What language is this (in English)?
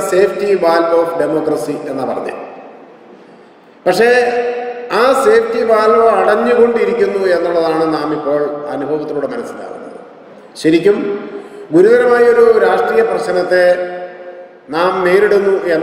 Malayalam